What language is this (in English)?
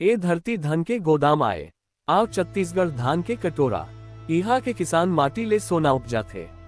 Chhattisgarhi